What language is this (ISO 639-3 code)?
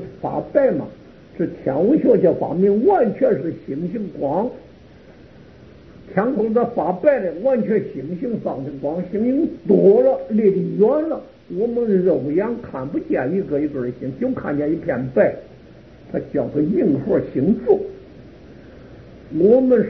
zho